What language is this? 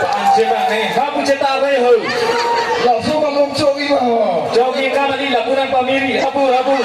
Karbi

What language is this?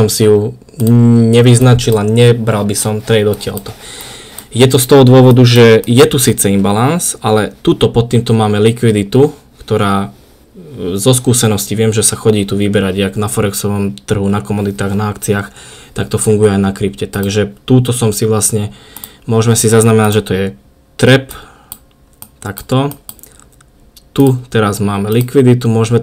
Slovak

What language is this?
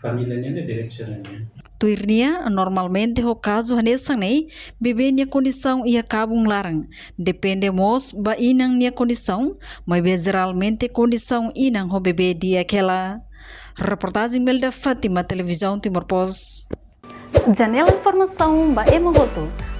Tetum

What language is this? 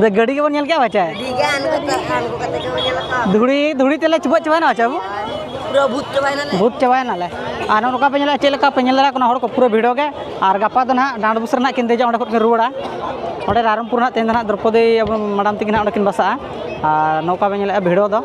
Santali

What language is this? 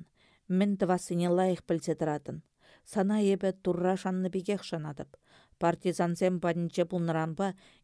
Chuvash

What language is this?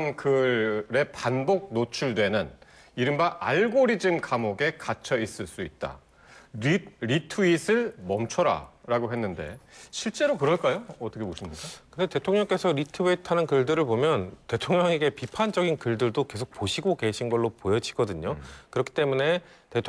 Korean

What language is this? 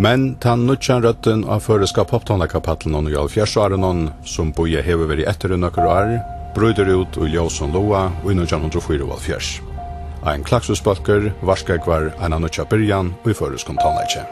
Faroese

